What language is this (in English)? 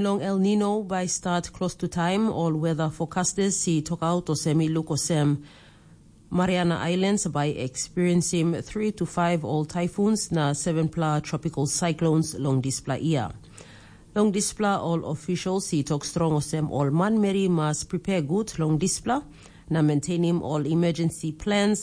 Tok Pisin